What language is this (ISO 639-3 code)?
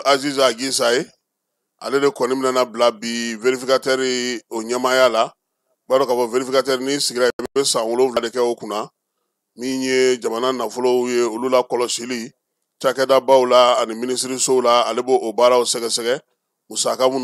bam